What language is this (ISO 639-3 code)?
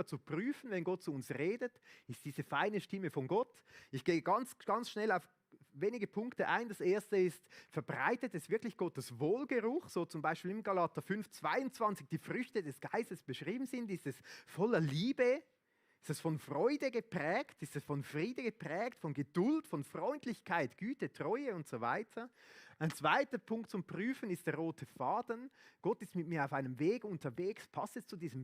gsw